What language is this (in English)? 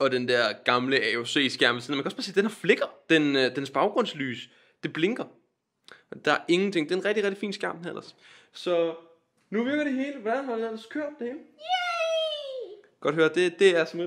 Danish